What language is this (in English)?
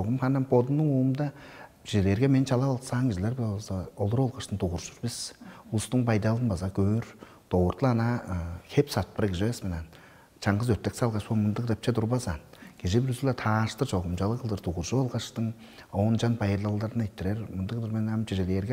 Tuvinian